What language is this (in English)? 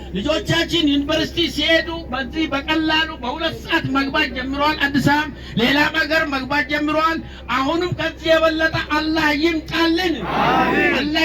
Amharic